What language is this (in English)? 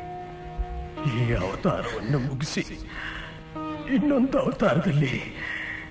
Kannada